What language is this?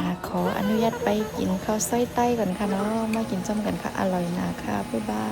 Shan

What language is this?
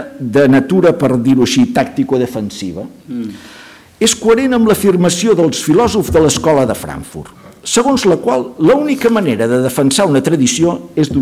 Catalan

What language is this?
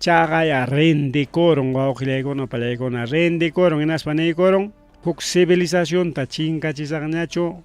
Ayacucho Quechua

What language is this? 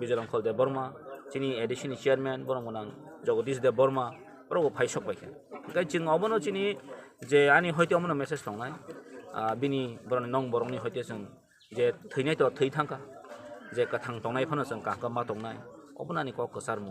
Kok Borok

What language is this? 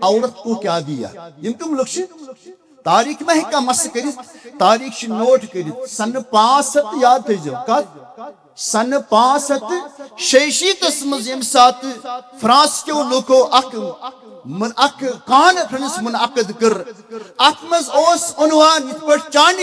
Kashmiri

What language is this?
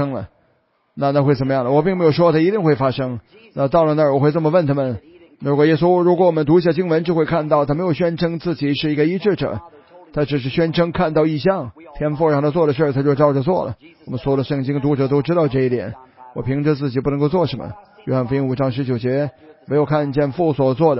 Chinese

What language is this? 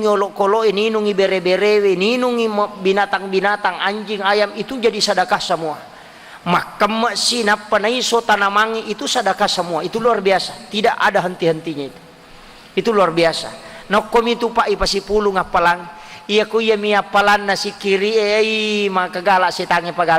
Buginese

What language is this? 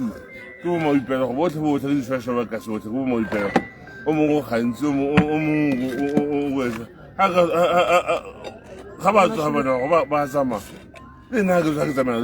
Tswana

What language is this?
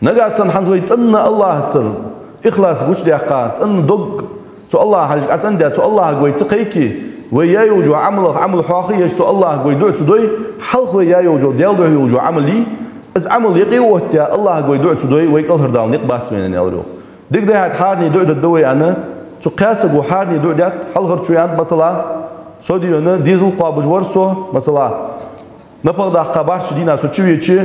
Ingush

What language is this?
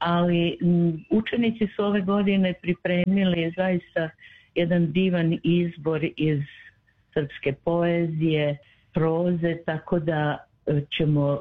Serbian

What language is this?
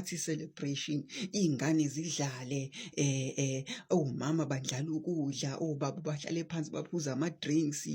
Zulu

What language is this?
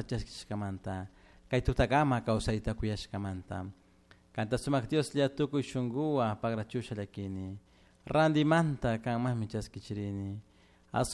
Chimborazo Highland Quichua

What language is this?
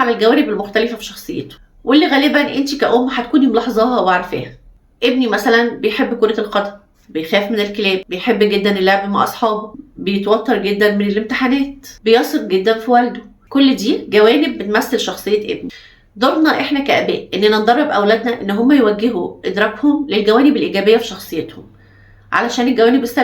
Egyptian Arabic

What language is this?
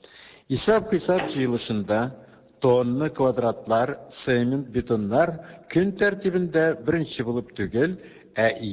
Tatar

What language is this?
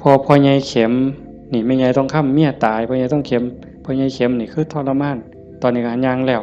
Northeastern Thai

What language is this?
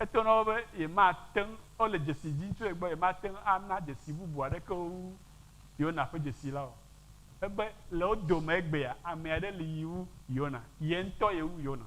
Ewe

